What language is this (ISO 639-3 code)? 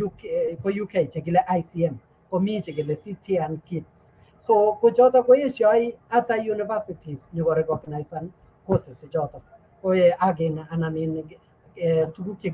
kln